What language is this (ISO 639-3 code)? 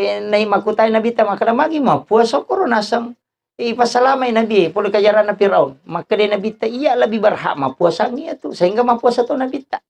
bug